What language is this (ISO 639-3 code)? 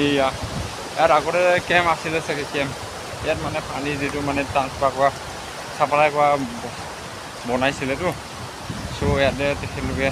asm